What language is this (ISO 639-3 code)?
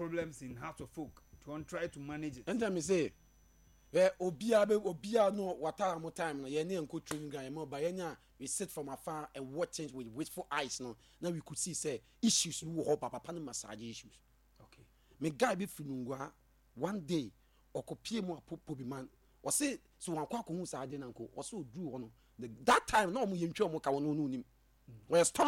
aka